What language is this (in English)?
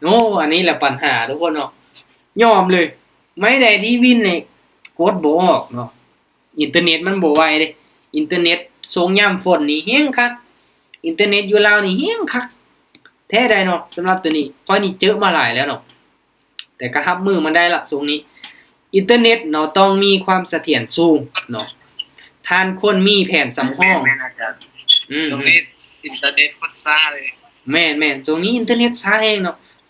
Lao